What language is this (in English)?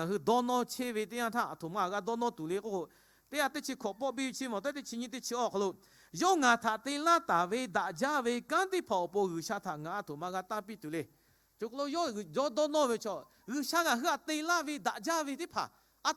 Lahu